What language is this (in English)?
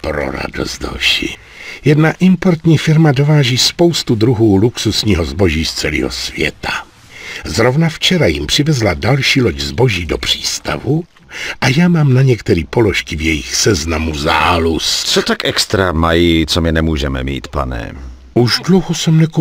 Czech